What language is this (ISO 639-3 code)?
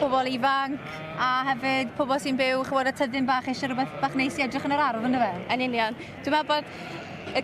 cym